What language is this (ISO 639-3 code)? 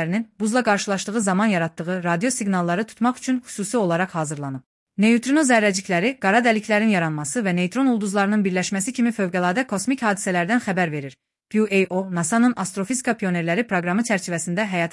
aze